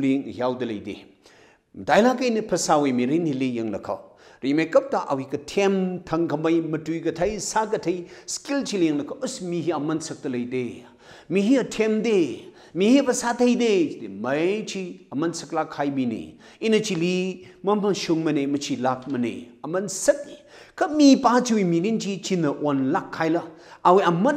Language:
Tangkhul Naga (India)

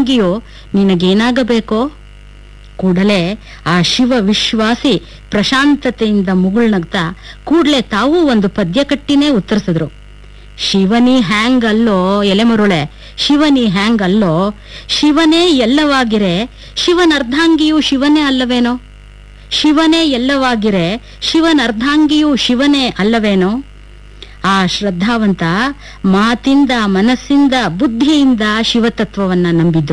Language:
Kannada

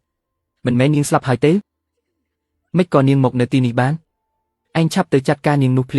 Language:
Khmer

